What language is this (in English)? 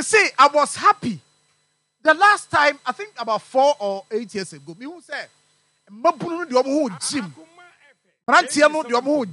Akan